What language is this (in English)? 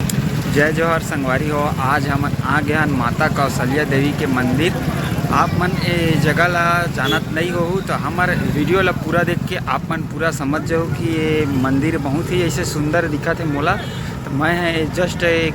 Chhattisgarhi